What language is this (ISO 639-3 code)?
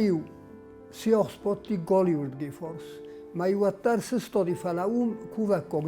oss